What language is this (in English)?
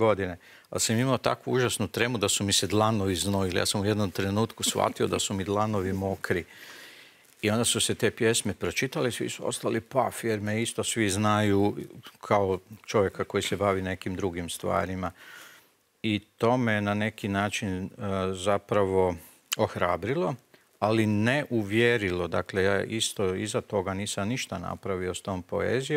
Croatian